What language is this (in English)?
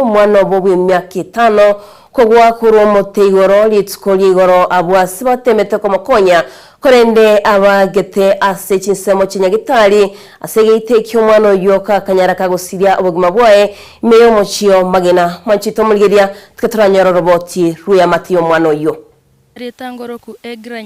Gusii